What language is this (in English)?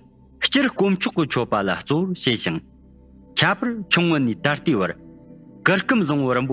Tibetan